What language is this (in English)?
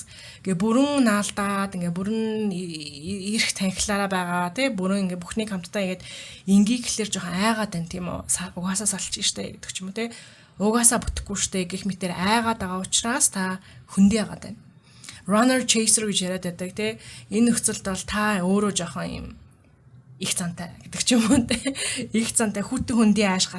Mongolian